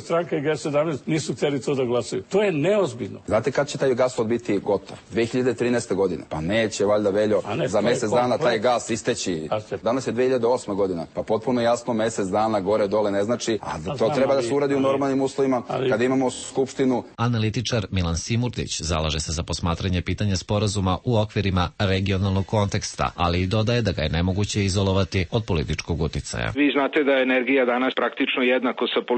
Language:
Serbian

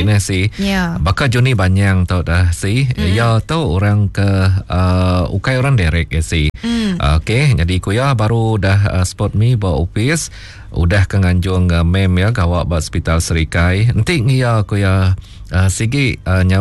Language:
Iban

